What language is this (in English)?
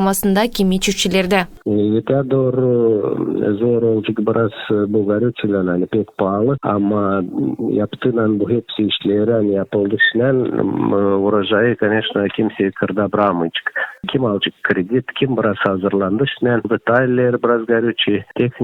Gagauz